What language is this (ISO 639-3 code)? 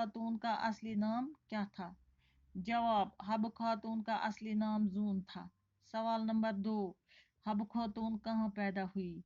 kas